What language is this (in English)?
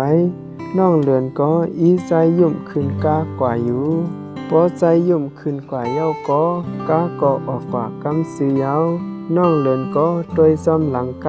Shan